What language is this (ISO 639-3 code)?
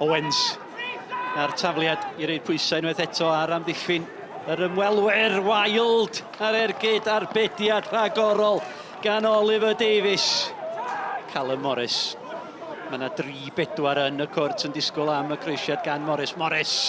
cym